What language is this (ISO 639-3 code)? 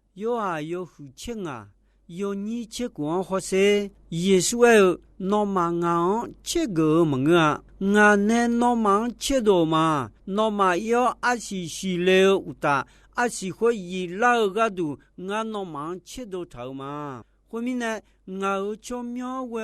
ahk